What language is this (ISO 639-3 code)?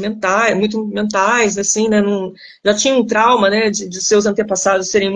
por